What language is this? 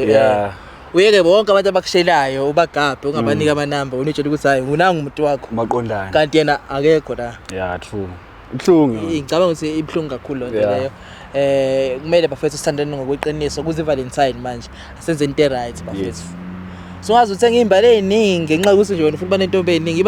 Zulu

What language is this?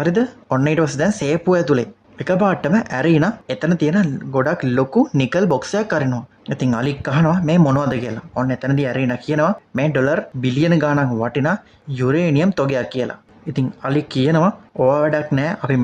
Sinhala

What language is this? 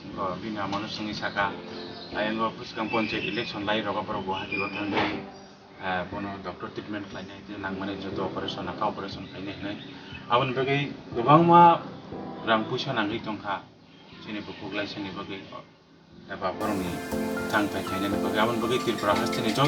Kok Borok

